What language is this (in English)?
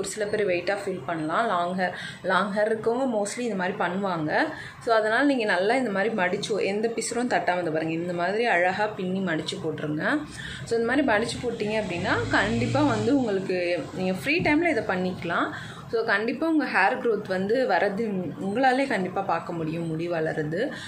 Tamil